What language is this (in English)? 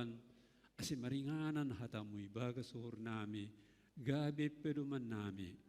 Batak Simalungun